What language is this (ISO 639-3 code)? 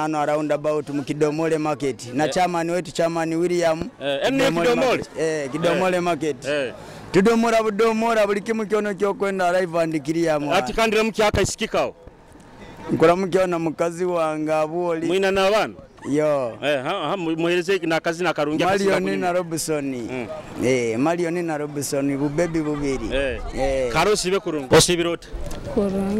nyo